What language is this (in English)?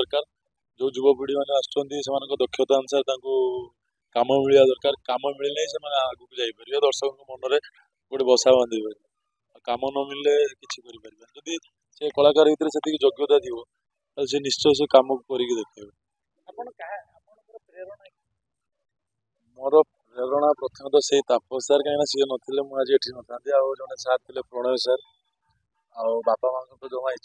Odia